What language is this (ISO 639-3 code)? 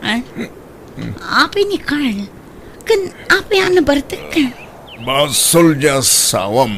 ilo